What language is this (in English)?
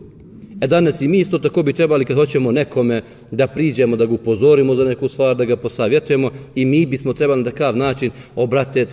Bosnian